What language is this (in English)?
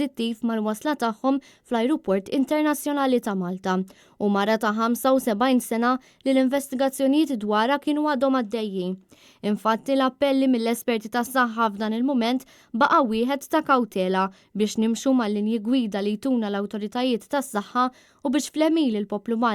Maltese